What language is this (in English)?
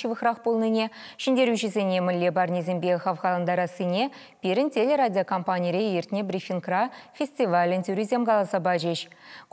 Chuvash